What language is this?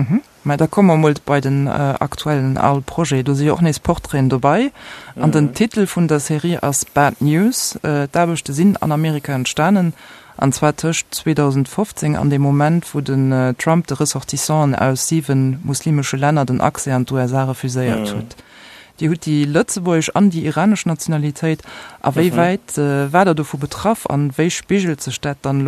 Luxembourgish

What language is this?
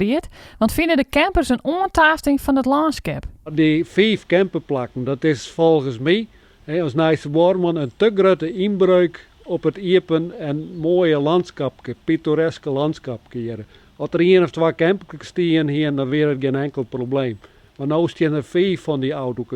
Western Frisian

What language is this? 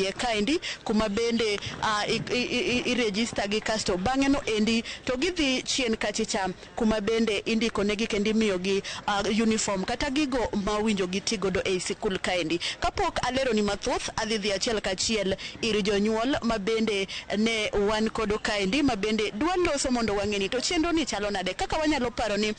Luo (Kenya and Tanzania)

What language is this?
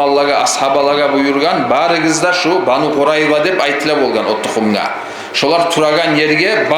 Kumyk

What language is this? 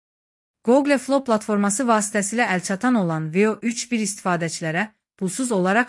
Azerbaijani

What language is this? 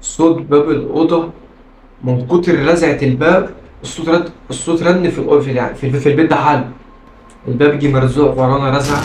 Egyptian Arabic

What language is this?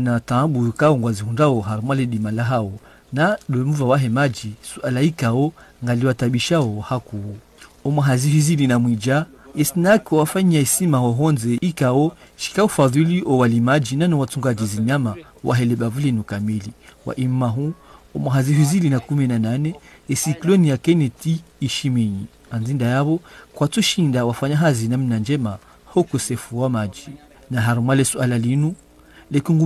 Ngazidja Comorian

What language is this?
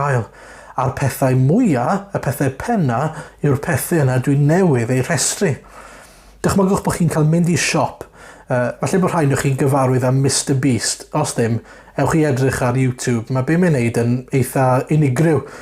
Welsh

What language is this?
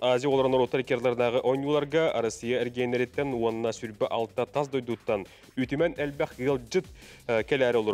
Yakut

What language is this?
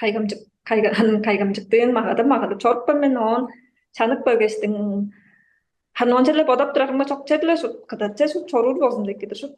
Tuvinian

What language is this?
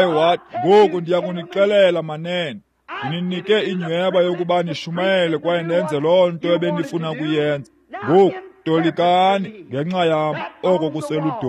Xhosa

